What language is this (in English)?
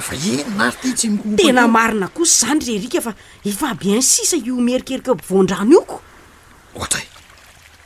Malagasy